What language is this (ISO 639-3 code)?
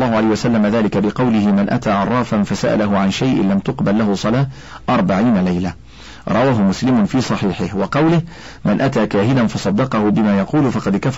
ara